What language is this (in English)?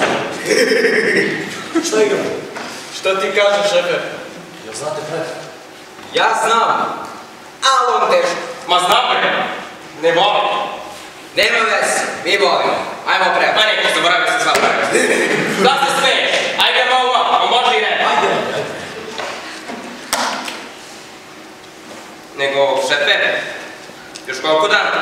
Serbian